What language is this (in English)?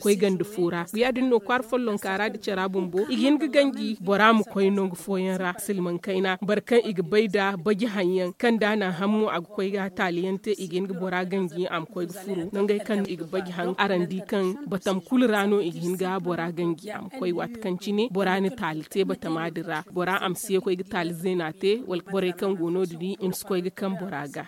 Zarma